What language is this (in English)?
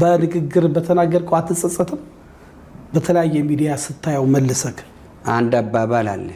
Amharic